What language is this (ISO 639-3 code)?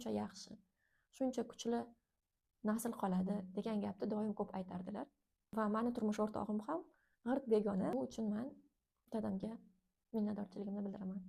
uzb